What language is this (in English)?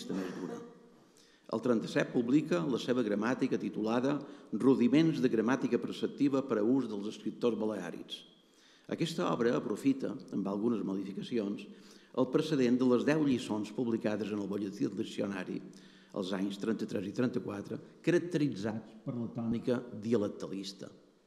Catalan